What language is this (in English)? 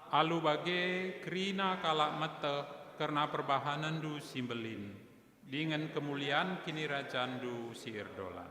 Batak Karo